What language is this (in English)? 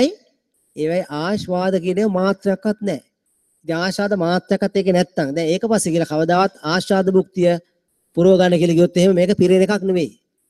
Sinhala